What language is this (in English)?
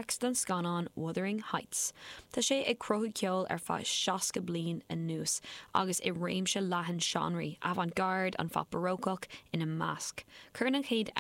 Irish